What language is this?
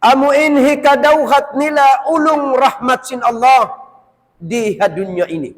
Tausug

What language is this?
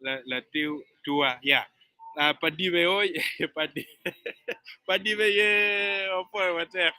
Acoli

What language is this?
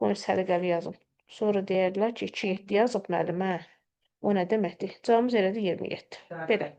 Azerbaijani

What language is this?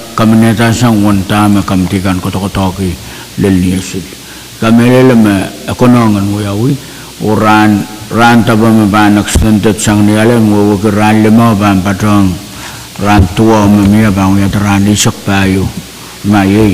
Pohnpeian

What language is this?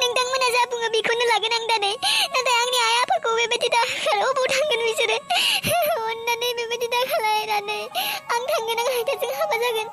Bodo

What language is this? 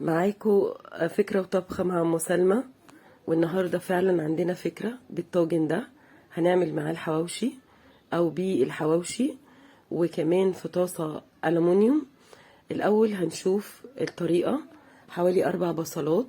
Egyptian Arabic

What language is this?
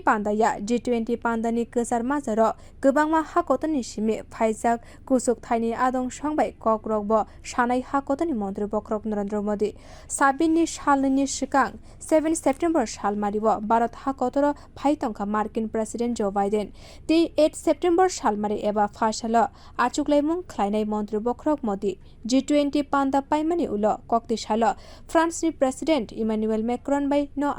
Kok Borok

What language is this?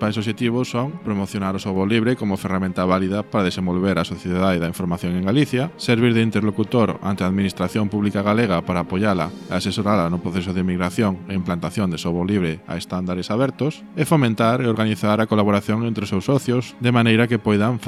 Galician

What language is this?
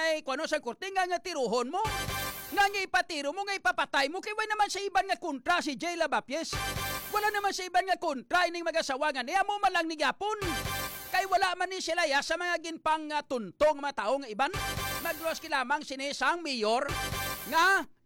Hiligaynon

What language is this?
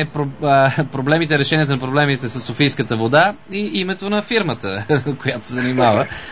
Bulgarian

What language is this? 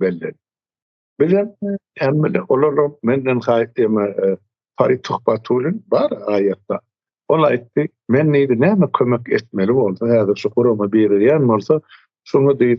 Turkmen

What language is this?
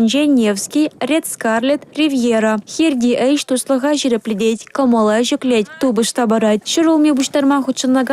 Chuvash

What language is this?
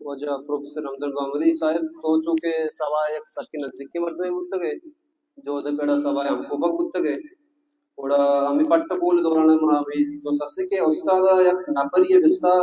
Baluchi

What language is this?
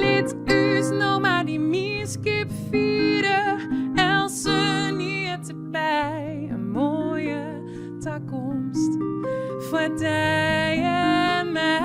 Western Frisian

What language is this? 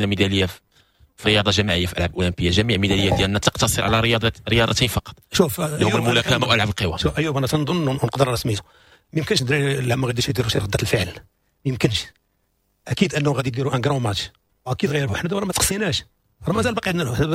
Moroccan Arabic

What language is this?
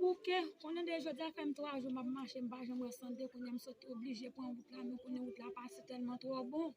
Haitian Creole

